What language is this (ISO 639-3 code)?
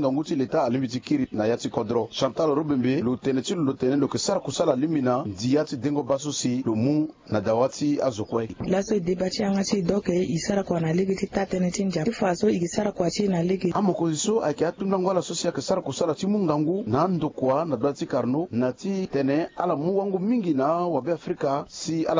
sag